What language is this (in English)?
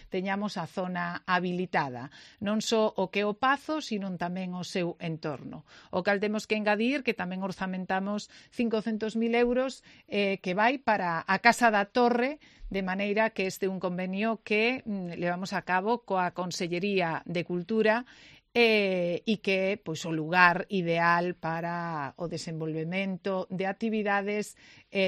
Galician